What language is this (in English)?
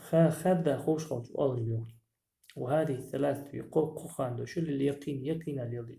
Ingush